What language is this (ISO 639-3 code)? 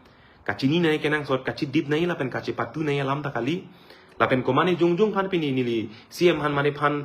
mjw